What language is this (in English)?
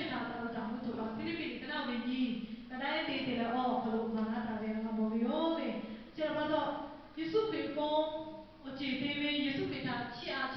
Lahu